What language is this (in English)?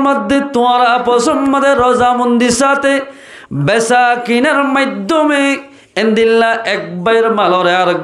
Rohingya